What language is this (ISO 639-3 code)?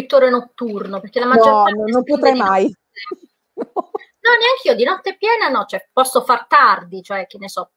ita